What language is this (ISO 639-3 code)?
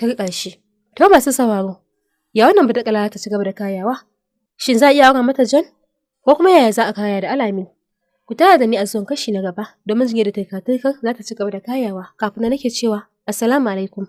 hau